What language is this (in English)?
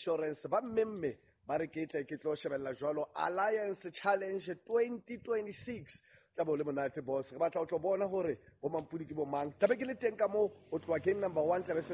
Southern Sotho